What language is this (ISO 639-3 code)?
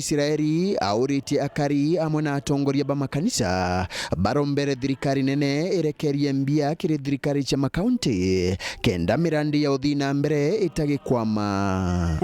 mer